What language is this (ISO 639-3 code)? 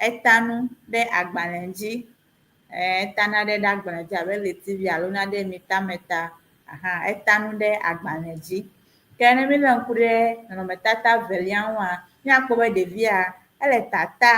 ewe